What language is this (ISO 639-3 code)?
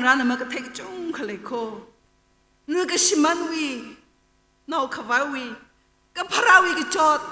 nmf